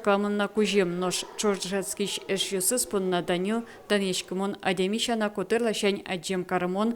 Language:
Udmurt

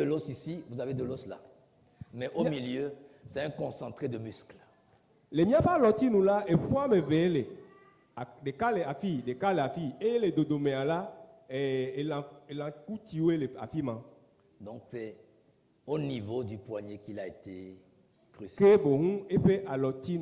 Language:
Ewe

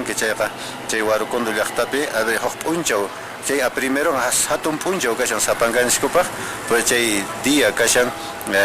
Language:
Quechua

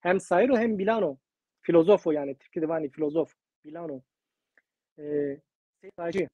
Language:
Zaza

